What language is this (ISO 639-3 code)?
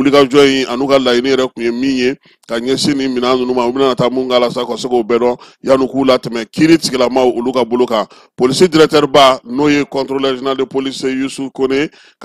bam